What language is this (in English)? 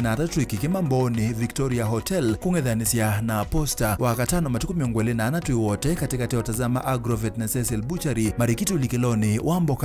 Kamba